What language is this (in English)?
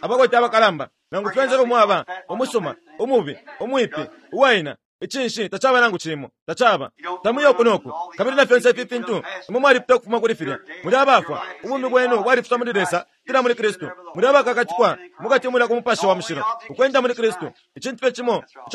Bemba